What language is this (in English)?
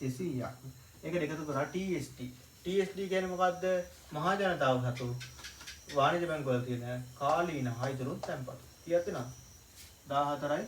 Sinhala